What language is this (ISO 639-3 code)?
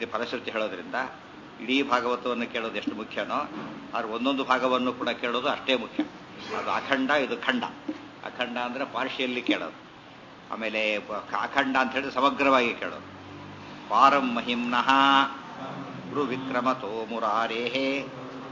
kan